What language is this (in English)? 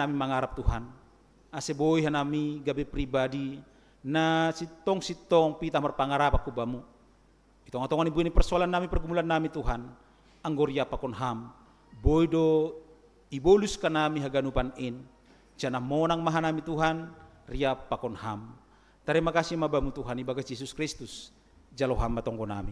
Batak Simalungun